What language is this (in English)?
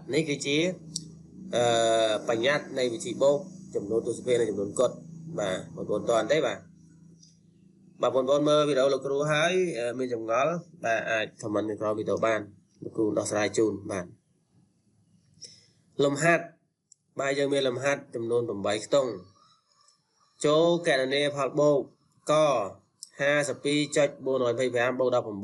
Khmer